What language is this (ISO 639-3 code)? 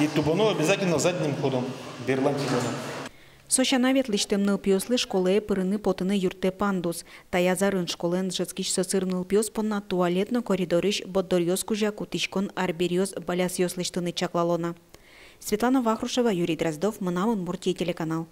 udm